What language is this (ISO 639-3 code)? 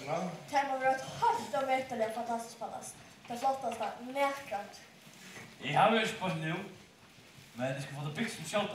fao